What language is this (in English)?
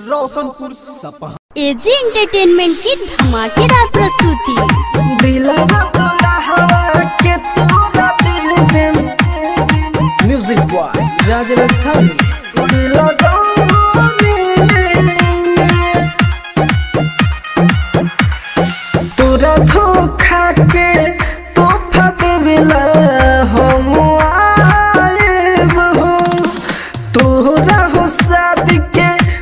Bhojpuri